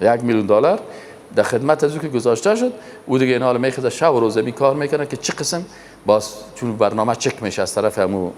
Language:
Persian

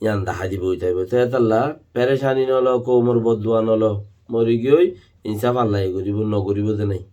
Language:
Rohingya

